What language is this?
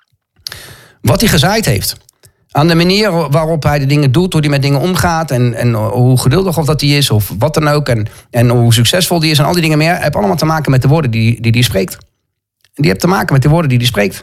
Dutch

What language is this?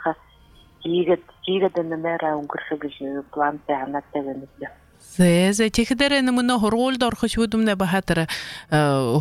Buriat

